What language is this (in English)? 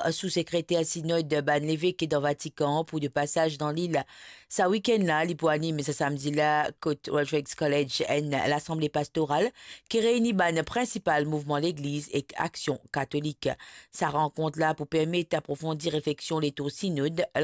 Morisyen